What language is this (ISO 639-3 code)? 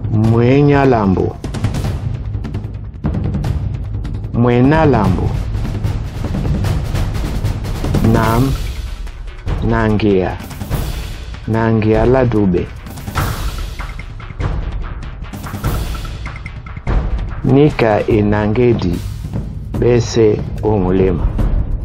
dua